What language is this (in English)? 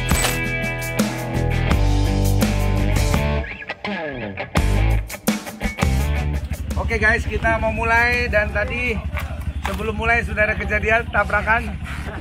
Indonesian